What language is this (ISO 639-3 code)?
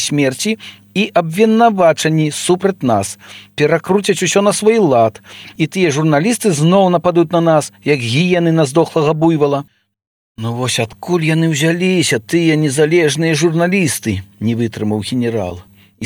bel